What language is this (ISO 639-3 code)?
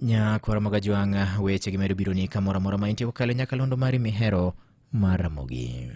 luo